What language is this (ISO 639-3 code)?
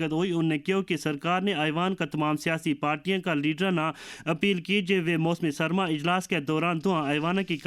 gju